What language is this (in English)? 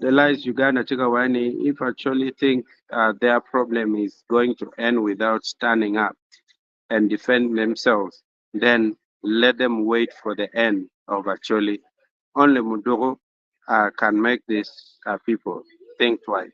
Acoli